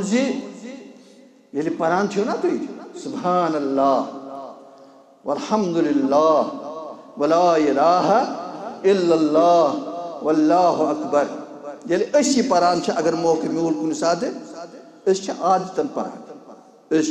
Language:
Kashmiri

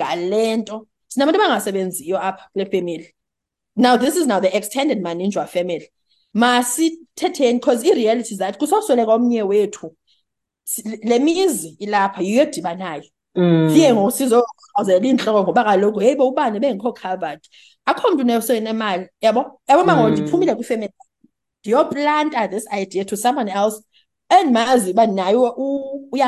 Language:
Xhosa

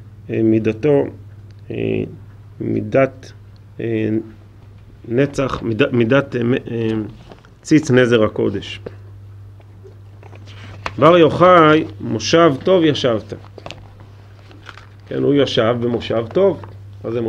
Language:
Hebrew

